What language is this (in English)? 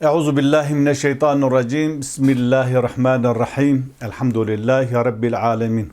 Kurdish